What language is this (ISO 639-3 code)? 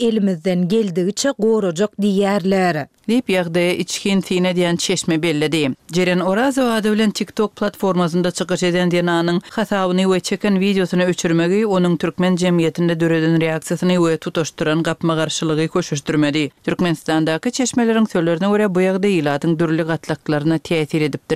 tuk